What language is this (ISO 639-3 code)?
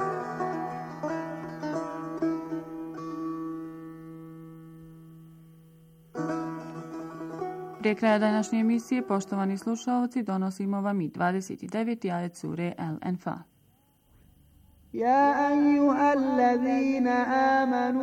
bos